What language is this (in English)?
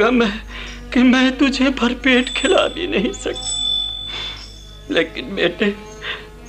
Hindi